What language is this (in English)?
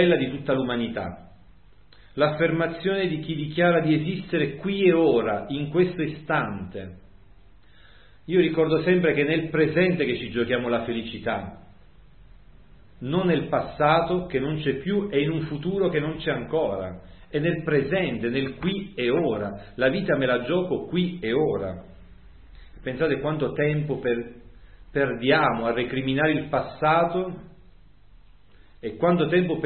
Italian